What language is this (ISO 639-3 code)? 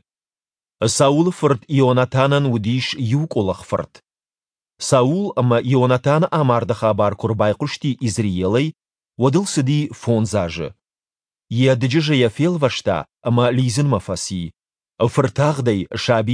oss